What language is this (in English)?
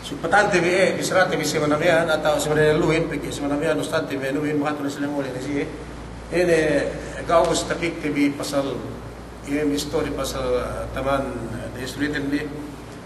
Yakan